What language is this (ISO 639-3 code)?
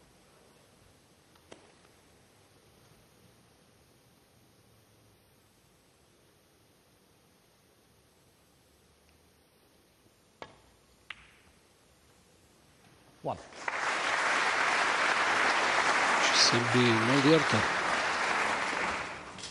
ron